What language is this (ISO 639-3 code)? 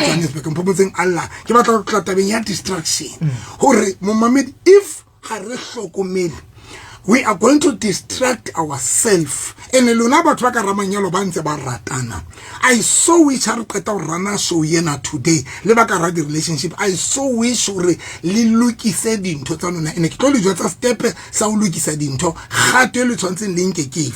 sot